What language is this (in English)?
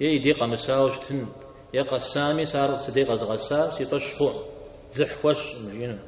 Kabardian